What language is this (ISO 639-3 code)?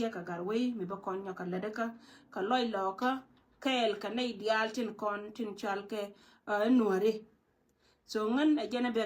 nus